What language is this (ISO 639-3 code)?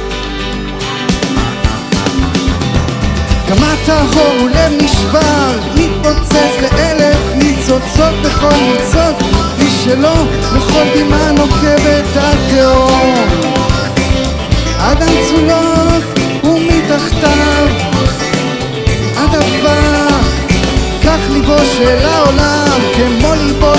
heb